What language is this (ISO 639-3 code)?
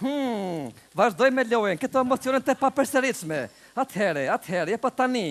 sqi